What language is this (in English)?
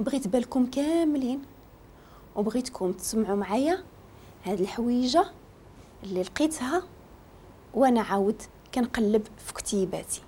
Moroccan Arabic